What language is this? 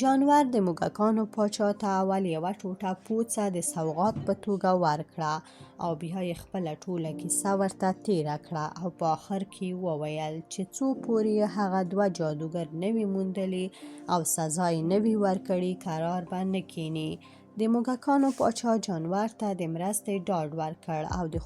Pashto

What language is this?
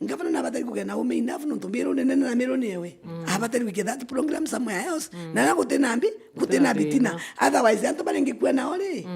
Meru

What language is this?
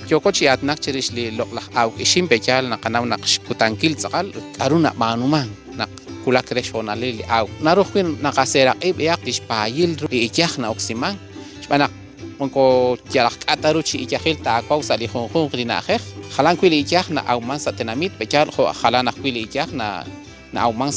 Kekchí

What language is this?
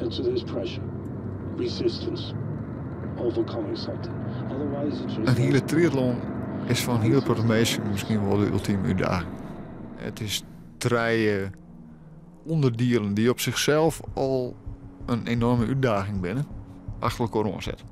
Western Frisian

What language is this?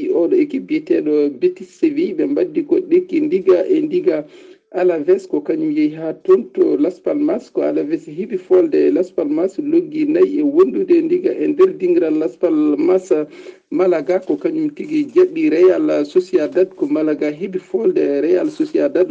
Fula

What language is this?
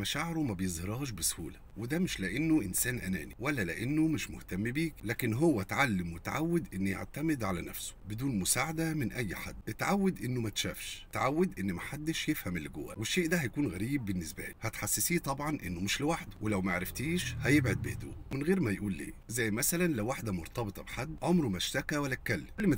Egyptian Arabic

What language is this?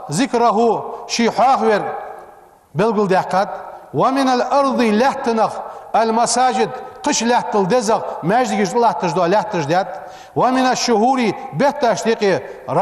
Ingush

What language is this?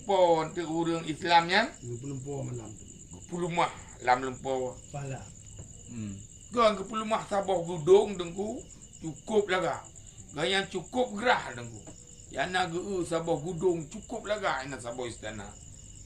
Achinese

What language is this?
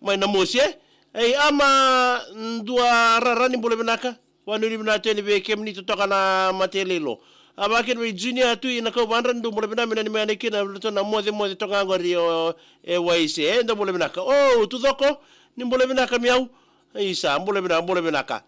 Fijian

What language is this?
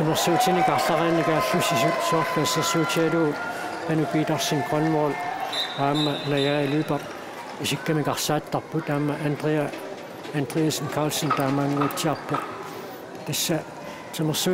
Kalaallisut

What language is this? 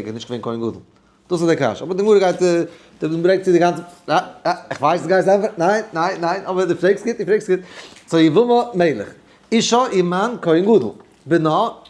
Yiddish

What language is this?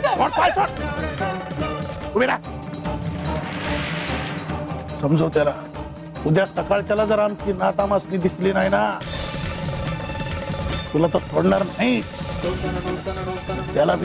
Marathi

